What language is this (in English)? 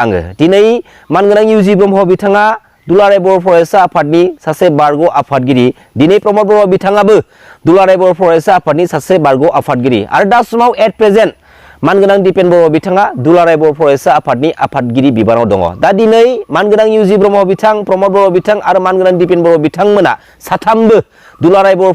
Bodo